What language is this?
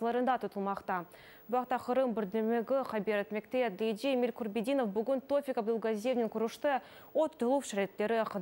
Crimean Tatar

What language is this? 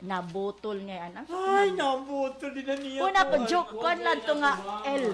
Waray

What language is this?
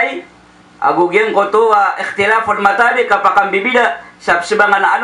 Maranao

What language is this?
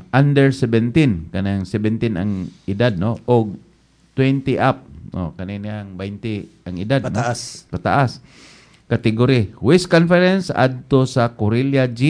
Cebuano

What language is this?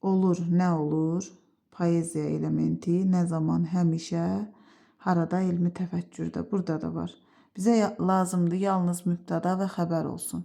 Azerbaijani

